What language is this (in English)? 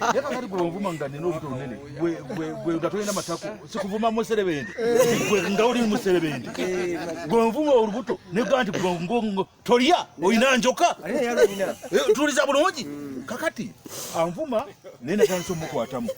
Ganda